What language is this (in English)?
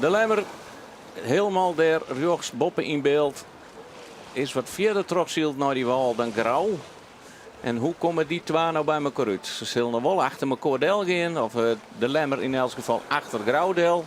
Western Frisian